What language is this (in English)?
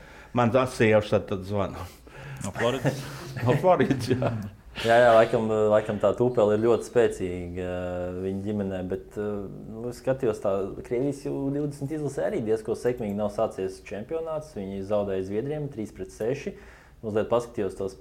Latvian